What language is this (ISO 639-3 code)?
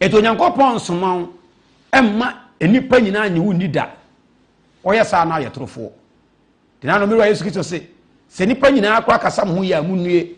aka